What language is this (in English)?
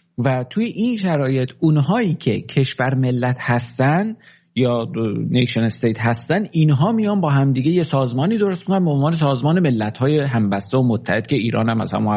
Persian